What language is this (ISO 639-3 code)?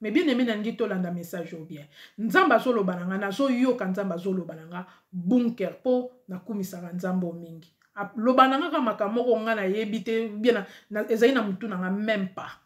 lin